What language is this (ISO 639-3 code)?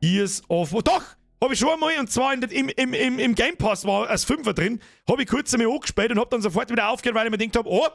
bar